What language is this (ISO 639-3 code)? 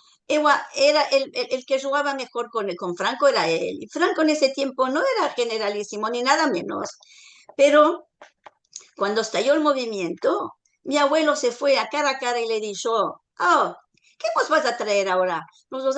lad